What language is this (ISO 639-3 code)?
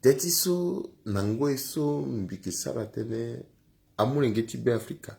sag